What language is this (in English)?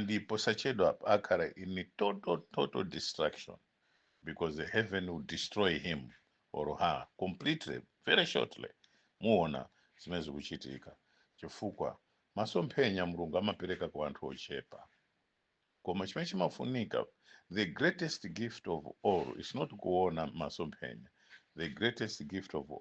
Nyanja